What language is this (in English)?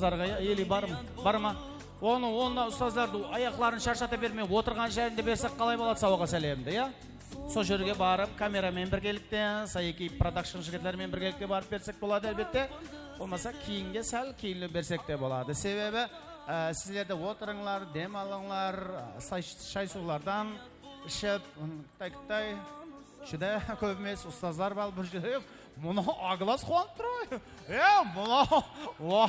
Kara-Kalpak